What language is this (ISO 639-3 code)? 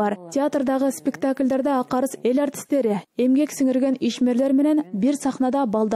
kir